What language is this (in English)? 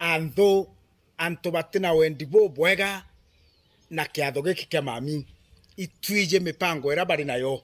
Meru